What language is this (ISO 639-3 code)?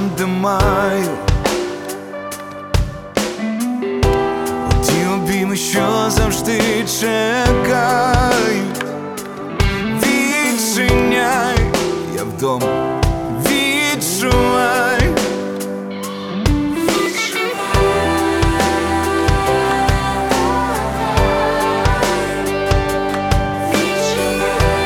ukr